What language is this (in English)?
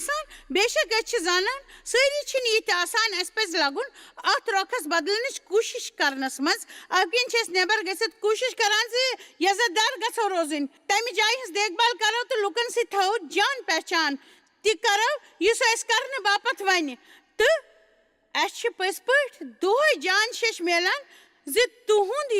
Kashmiri